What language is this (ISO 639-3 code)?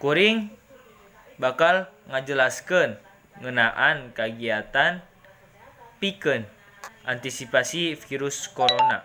sun